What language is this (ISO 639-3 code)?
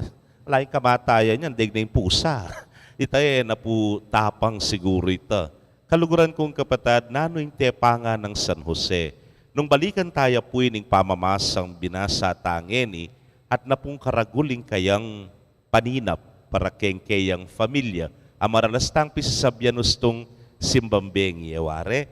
pam